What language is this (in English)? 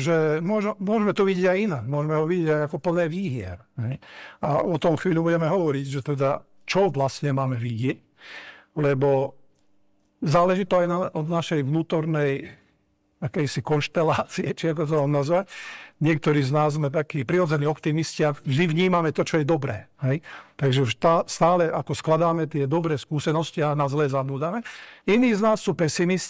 Slovak